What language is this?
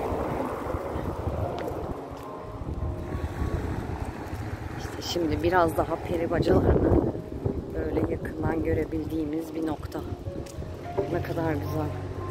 Turkish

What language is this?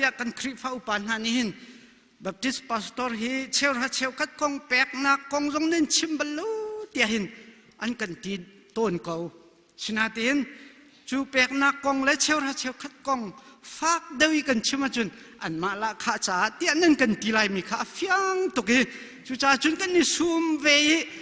Hakha Chin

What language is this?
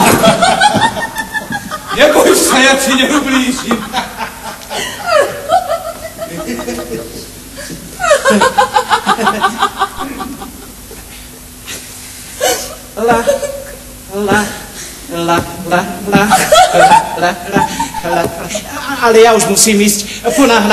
Slovak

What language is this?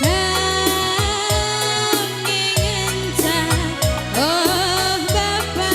Batak Karo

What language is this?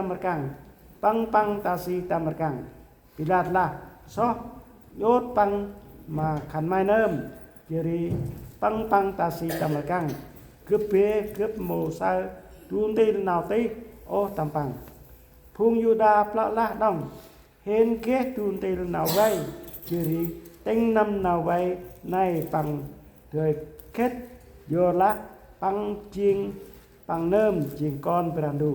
Central Mnong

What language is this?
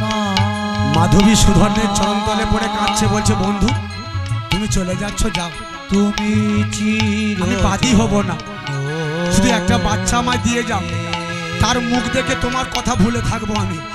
Bangla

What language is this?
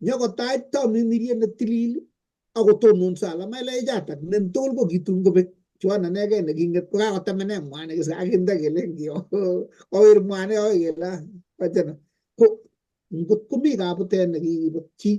Kalenjin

